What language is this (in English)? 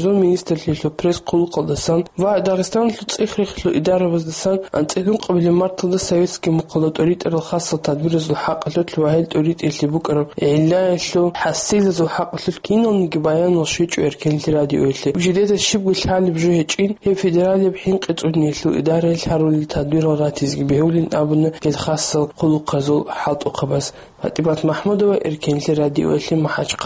Avaric